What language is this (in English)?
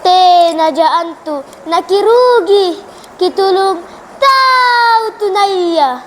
Makasar